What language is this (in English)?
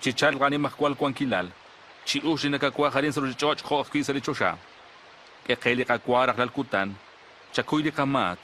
Kekchí